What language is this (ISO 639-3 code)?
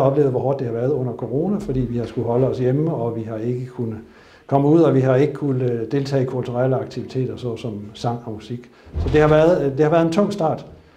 dan